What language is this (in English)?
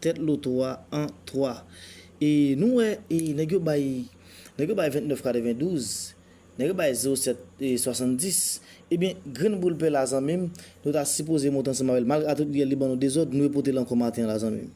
Haitian Creole